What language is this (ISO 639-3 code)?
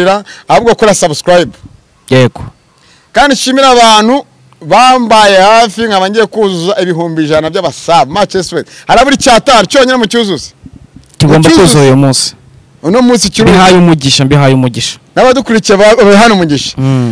kin